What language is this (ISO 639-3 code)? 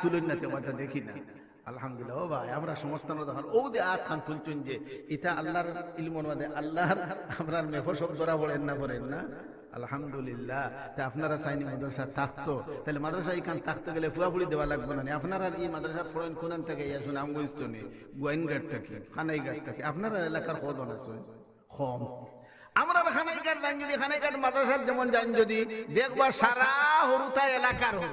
syl